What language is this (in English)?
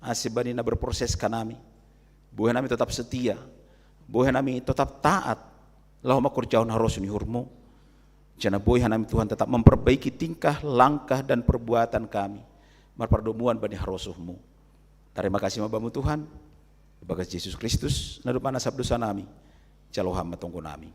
Batak Simalungun